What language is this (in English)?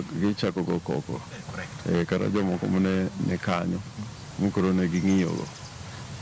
Luo (Kenya and Tanzania)